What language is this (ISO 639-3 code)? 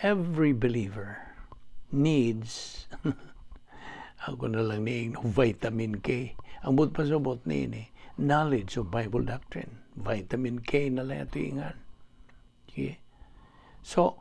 ceb